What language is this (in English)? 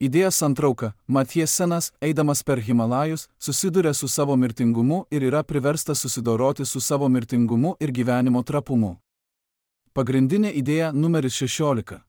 Lithuanian